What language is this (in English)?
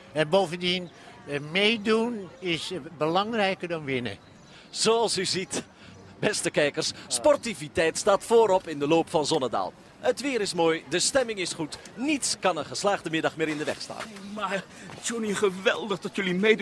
Dutch